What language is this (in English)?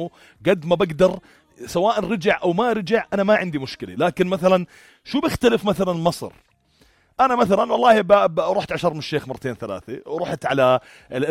North Levantine Arabic